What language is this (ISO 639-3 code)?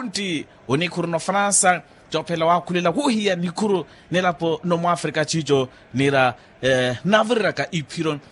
vmw